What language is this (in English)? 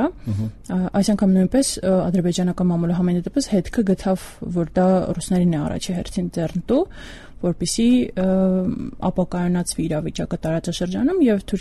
Armenian